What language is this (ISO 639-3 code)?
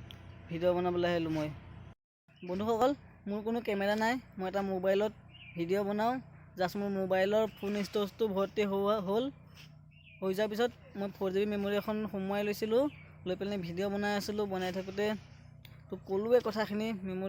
asm